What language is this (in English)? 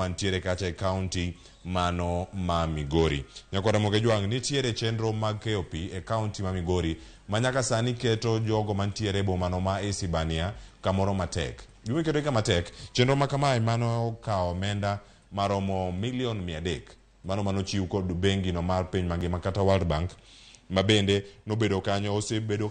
Luo (Kenya and Tanzania)